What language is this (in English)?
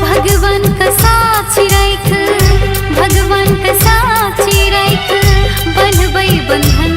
Maithili